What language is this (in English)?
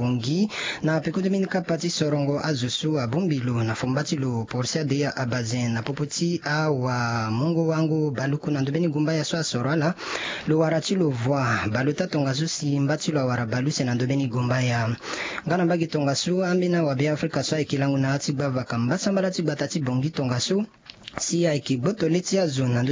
Sango